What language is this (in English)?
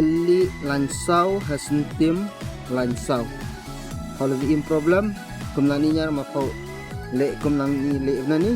Khasi